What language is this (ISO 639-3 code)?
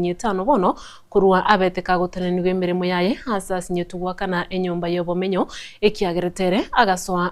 guz